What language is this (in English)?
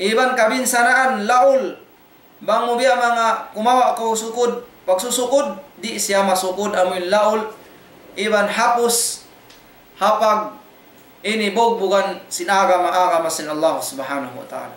Tausug